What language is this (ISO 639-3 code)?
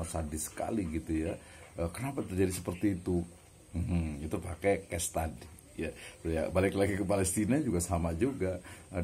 ind